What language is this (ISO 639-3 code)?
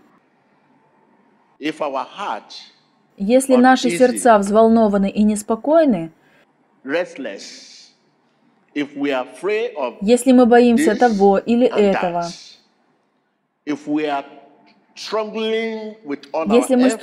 rus